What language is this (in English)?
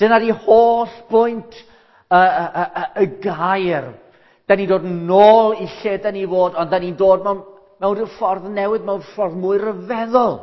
Welsh